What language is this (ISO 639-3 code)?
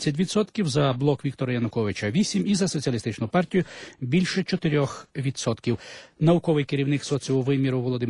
ukr